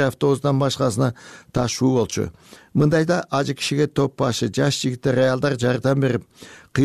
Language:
Kyrgyz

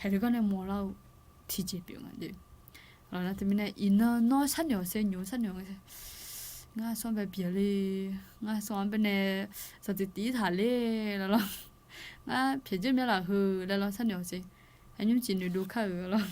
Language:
Akha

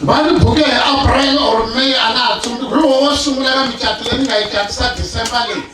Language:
Tsonga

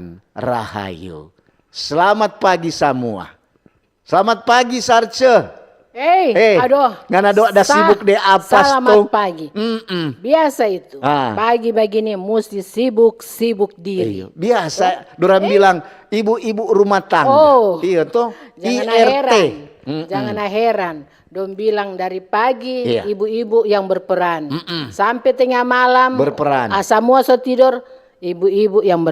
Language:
Manado Malay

